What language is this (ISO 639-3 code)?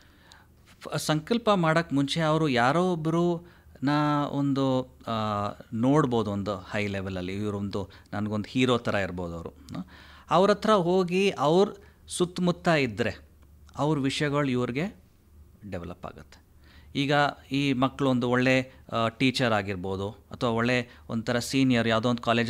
kan